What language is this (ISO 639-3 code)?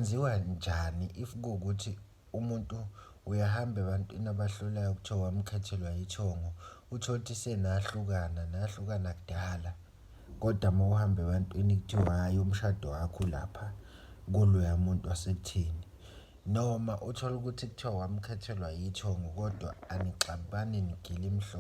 zul